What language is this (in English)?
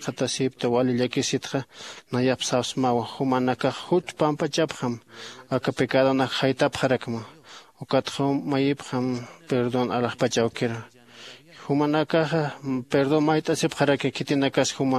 Aymara